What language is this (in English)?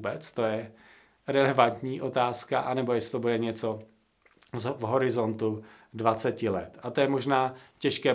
Czech